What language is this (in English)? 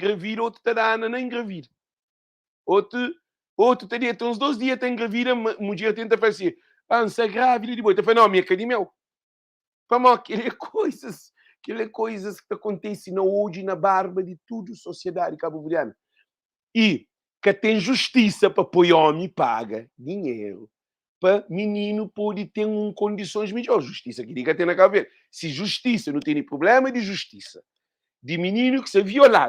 Kabuverdianu